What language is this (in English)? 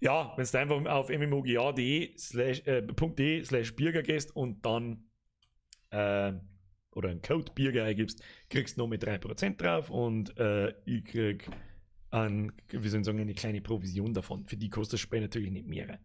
Bavarian